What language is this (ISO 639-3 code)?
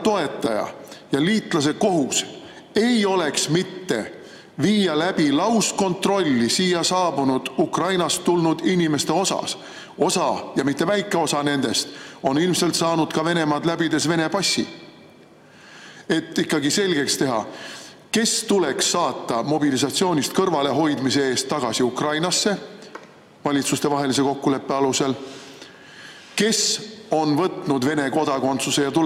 est